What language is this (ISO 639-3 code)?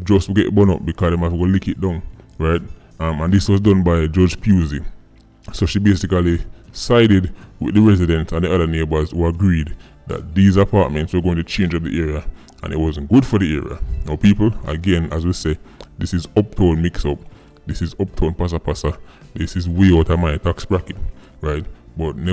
jam